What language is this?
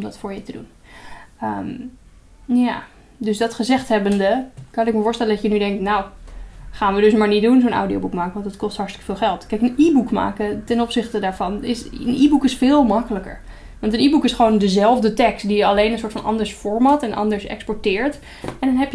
Dutch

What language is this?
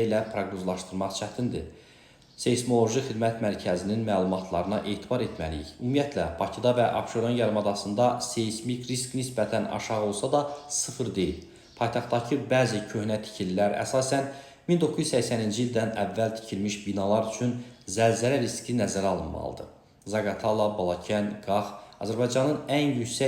Azerbaijani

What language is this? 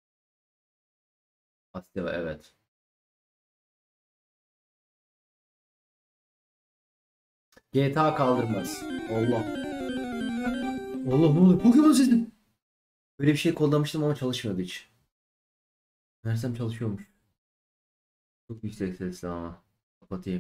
Turkish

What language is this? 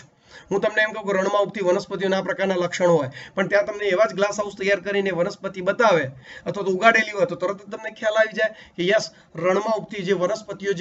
Gujarati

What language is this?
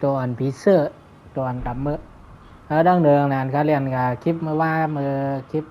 Shan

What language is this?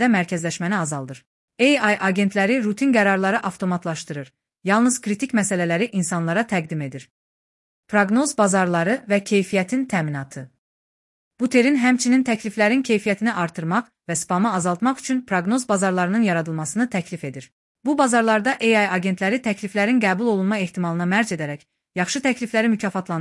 Azerbaijani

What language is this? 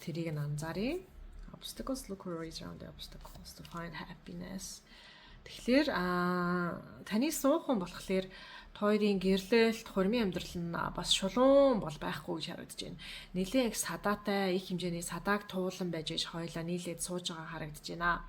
Mongolian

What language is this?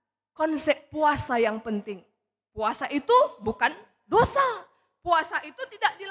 Batak Karo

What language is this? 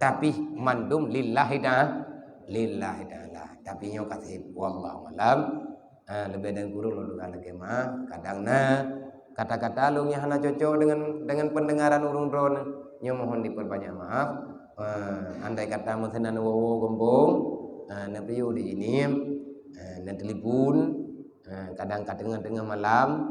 Achinese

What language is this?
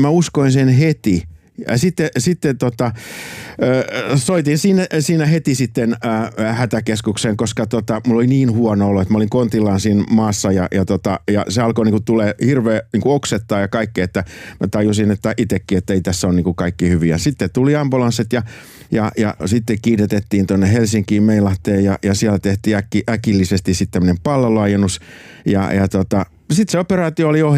Finnish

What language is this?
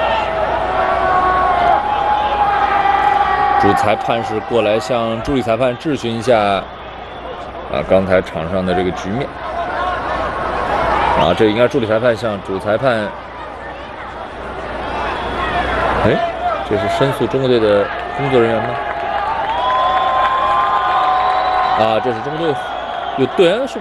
Chinese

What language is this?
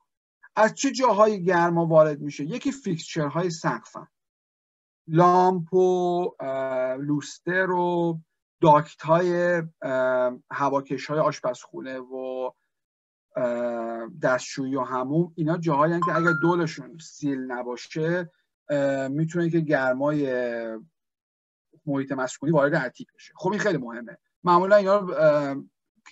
Persian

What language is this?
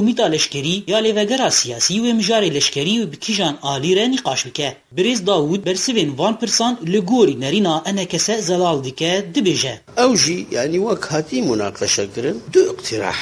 Kurdish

